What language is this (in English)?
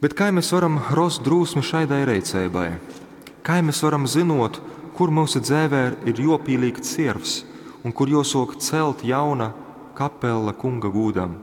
Latgalian